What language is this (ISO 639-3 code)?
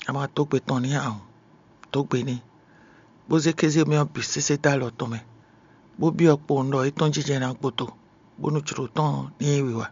fon